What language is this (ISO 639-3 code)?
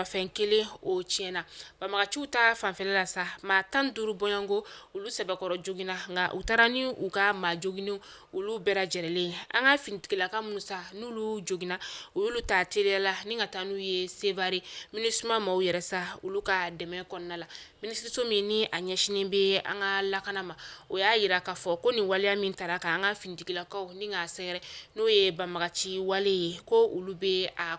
bam